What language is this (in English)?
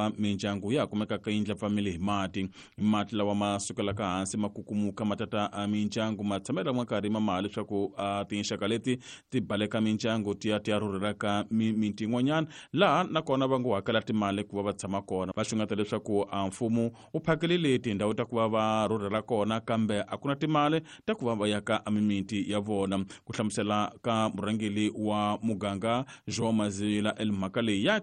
Tsonga